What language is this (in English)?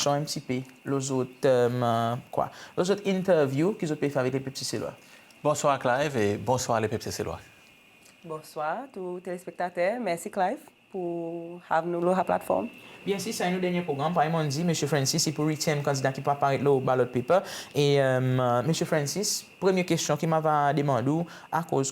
Seselwa Creole French